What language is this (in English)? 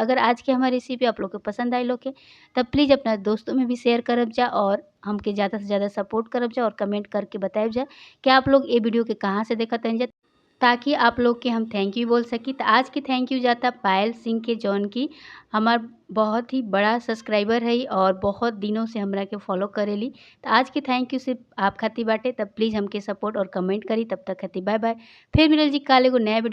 Bhojpuri